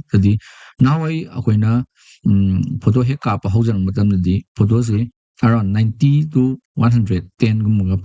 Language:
Manipuri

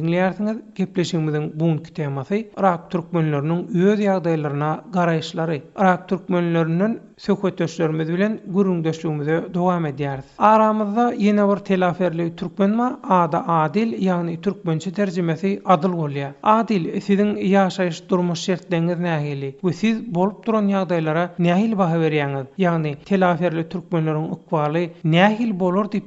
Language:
Turkmen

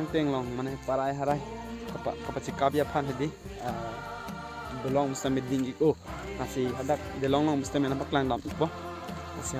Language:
Karbi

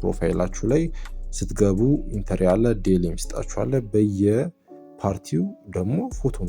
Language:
Amharic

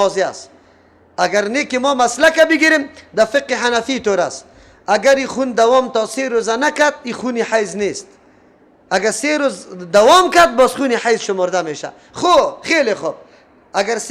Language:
Persian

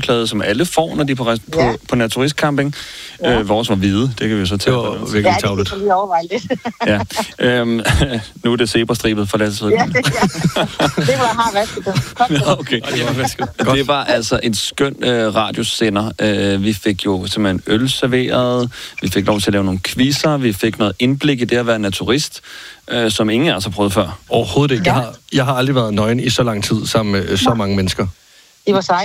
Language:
Danish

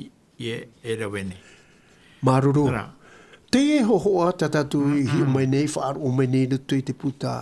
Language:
Tahitian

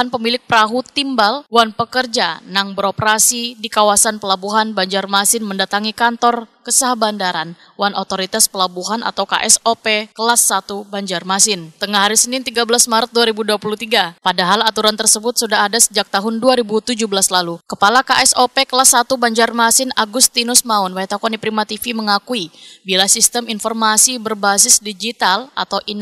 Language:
Banjar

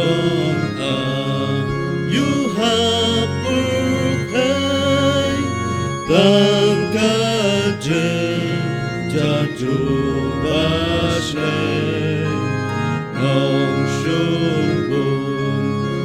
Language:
Khasi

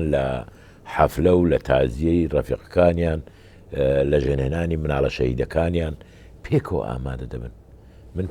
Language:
Central Kurdish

